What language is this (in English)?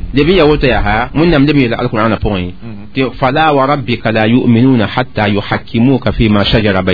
Mossi